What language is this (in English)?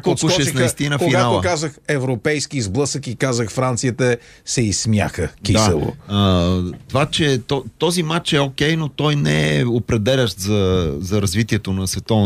Bulgarian